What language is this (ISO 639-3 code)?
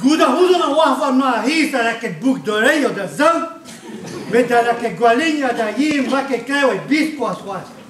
bre